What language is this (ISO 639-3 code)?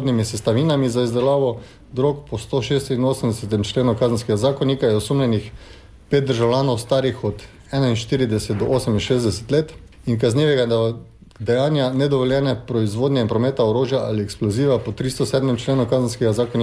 slv